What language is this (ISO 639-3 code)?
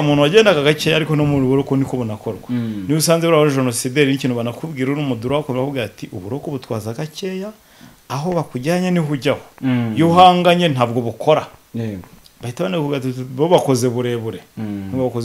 kin